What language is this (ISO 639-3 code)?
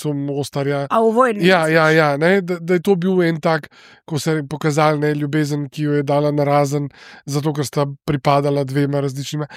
slv